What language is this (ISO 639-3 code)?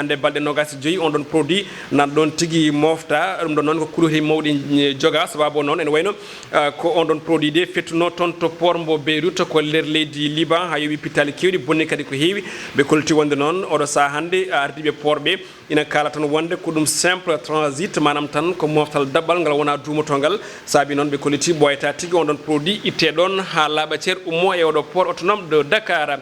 ful